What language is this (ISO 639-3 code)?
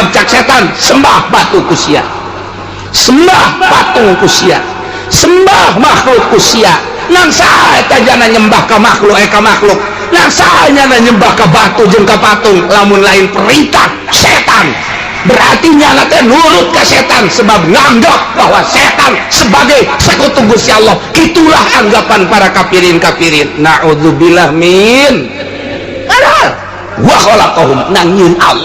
sun